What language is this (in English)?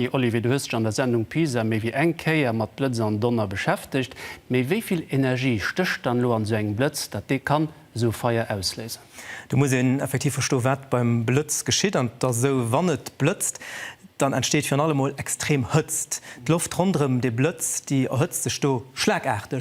Luxembourgish